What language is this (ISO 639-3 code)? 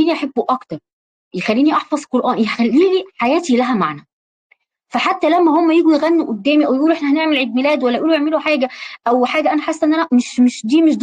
arz